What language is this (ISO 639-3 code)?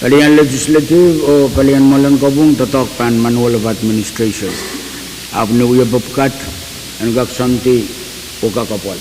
pon